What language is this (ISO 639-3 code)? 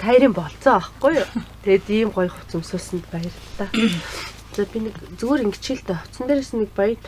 mon